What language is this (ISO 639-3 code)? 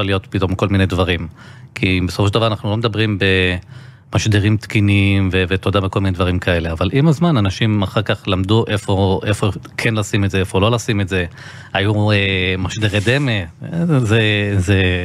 heb